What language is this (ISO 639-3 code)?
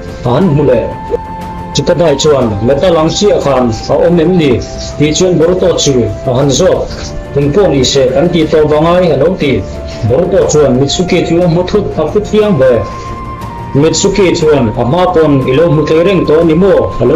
lus